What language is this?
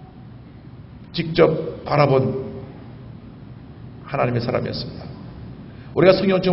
Korean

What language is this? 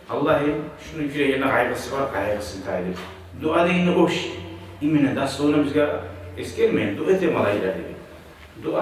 Kumyk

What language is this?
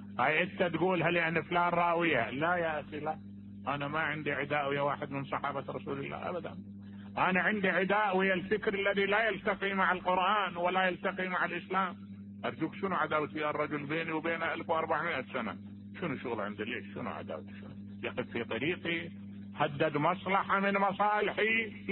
Mesopotamian Arabic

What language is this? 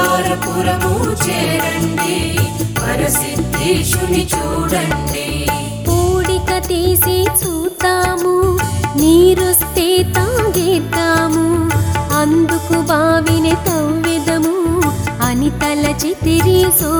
Telugu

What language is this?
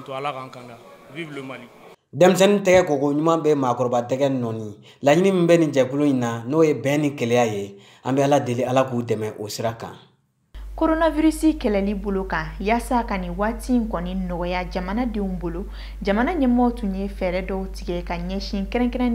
Bambara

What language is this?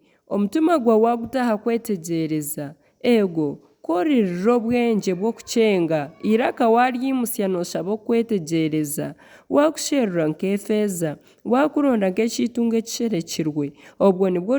Nyankole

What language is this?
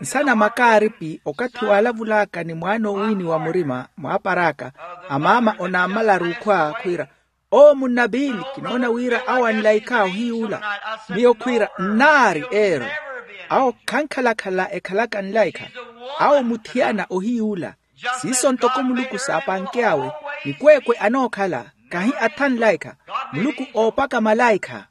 Makhuwa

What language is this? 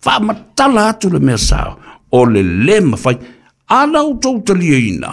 Samoan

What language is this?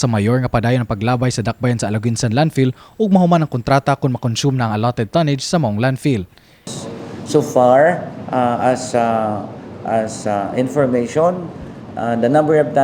Cebuano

